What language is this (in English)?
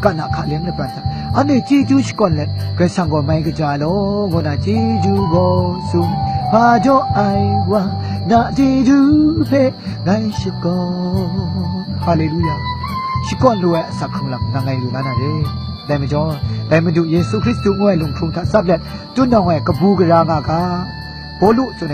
Kachin